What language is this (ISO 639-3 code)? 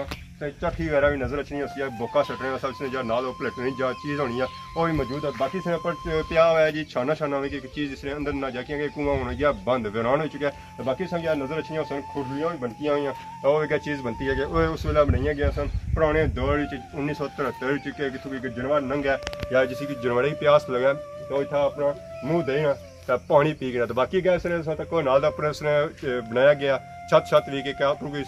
phr